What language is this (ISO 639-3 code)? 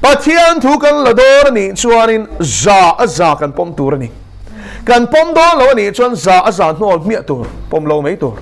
lus